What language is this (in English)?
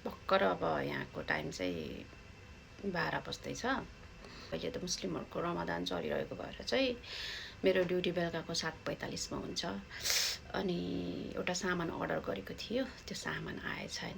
Nepali